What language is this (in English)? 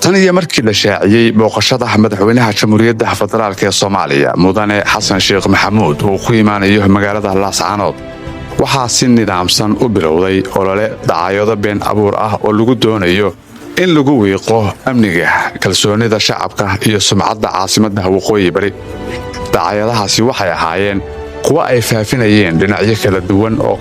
Somali